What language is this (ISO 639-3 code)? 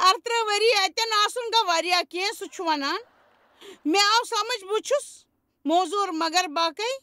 kas